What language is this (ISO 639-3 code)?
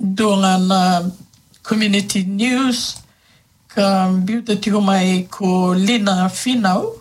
fij